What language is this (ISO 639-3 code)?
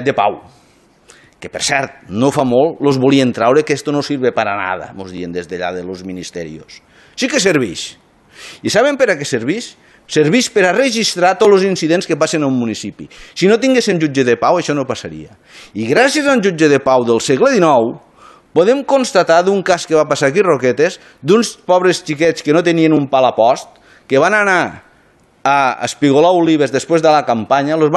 cat